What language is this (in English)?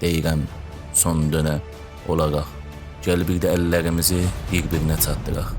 South Azerbaijani